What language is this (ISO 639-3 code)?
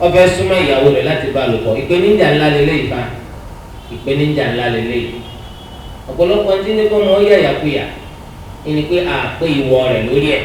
yor